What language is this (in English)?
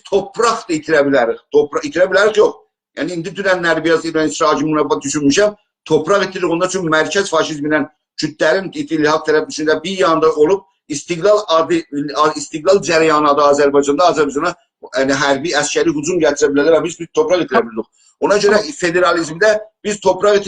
South Azerbaijani